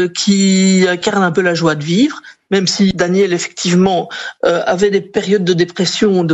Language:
French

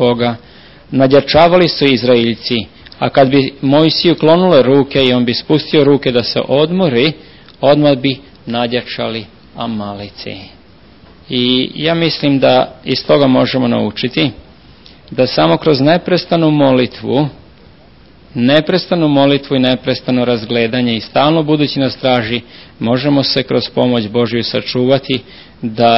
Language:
Serbian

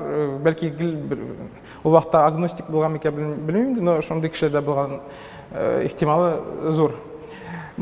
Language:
Tatar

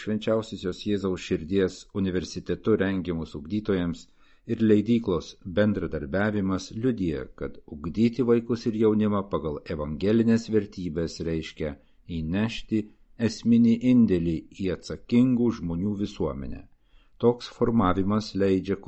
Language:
Lithuanian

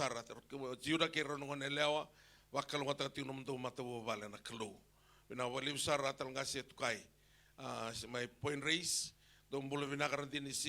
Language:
Fijian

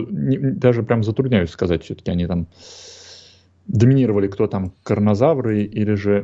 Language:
Russian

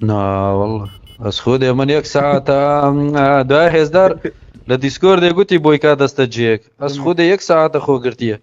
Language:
Kurdish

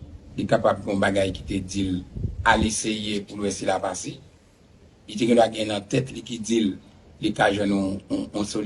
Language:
Haitian Creole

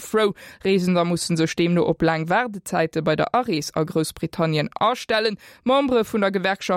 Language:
Luxembourgish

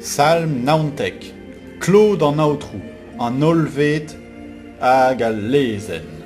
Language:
Breton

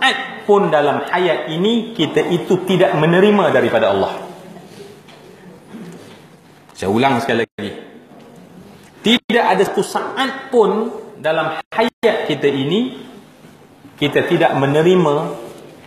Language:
Malay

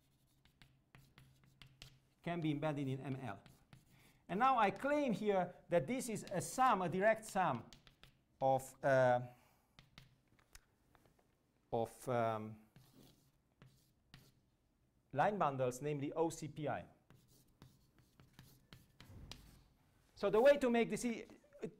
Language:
English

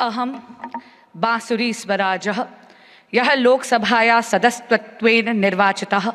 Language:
Sanskrit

